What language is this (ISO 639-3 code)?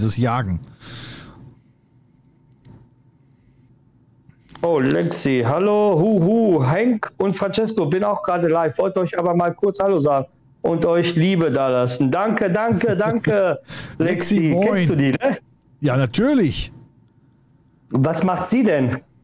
deu